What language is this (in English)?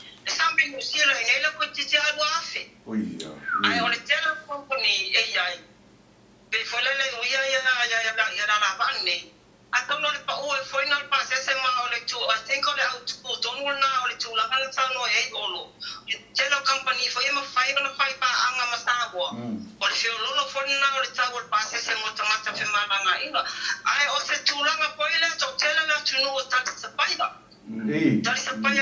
Samoan